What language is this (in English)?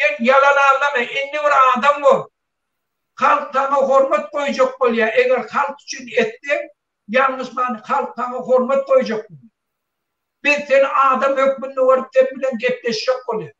Turkmen